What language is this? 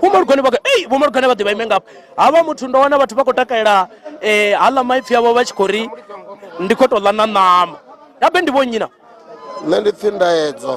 Venda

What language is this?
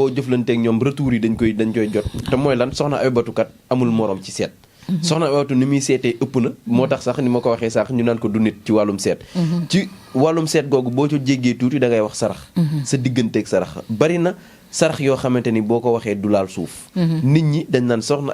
Wolof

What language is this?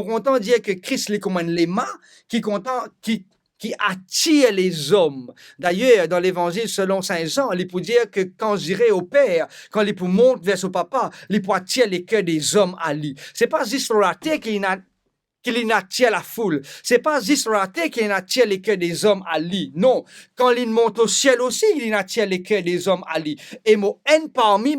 Morisyen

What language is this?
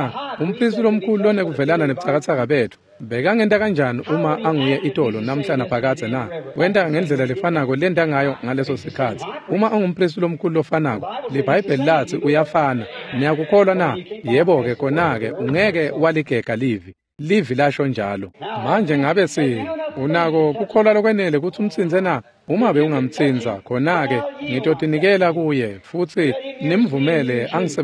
Swati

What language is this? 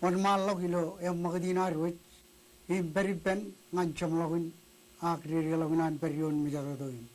Marshallese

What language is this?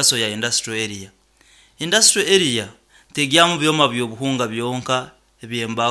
Nyoro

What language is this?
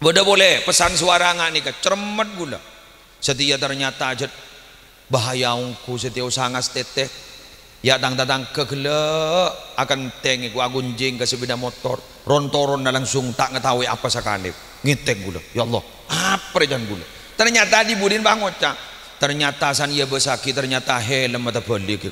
Madurese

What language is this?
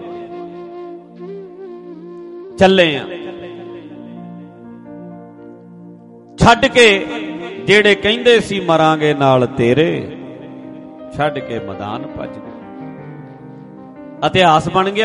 Punjabi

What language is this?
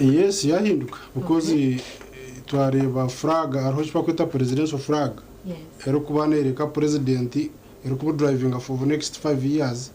Nyankole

